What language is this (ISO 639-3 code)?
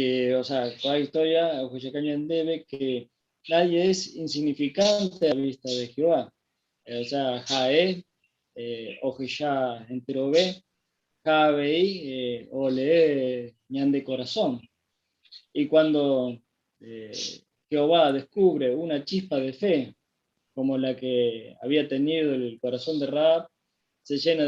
grn